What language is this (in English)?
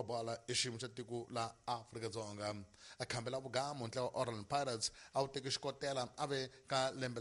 Tsonga